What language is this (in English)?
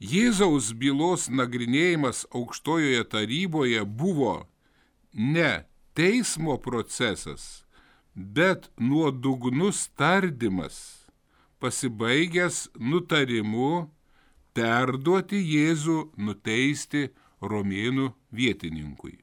Lithuanian